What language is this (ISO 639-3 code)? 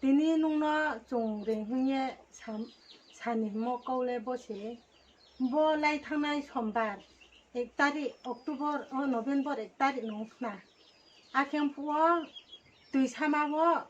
ria